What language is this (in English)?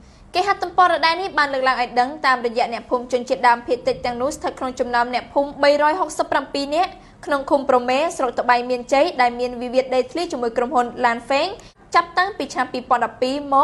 Khmer